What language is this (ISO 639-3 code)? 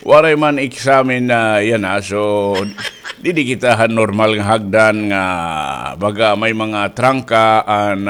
war